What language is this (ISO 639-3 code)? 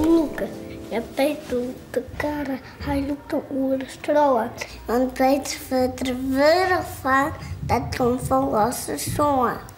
fry